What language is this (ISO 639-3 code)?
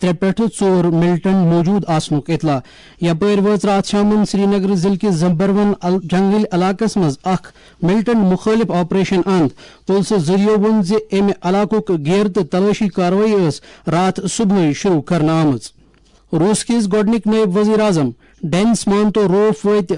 kas